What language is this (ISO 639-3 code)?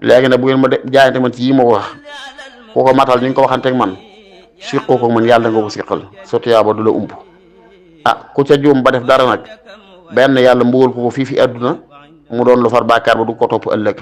wol